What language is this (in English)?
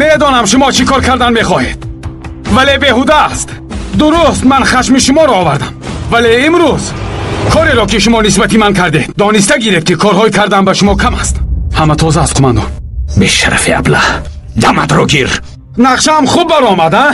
Tajik